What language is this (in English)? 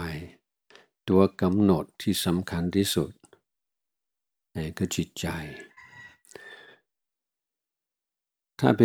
Thai